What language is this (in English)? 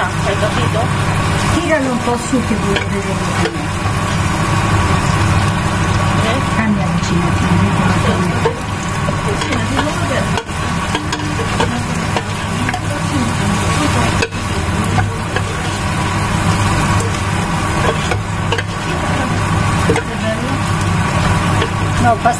Italian